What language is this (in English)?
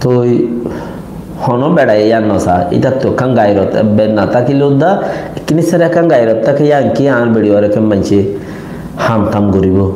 Rohingya